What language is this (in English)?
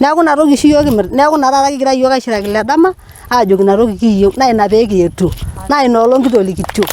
Masai